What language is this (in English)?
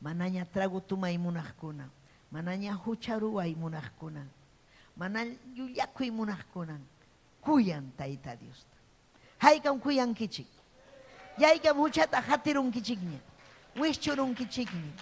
Ayacucho Quechua